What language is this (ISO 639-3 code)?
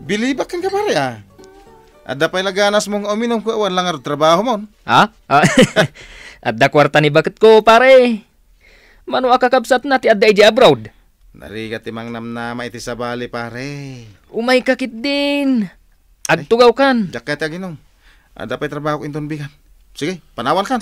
ilo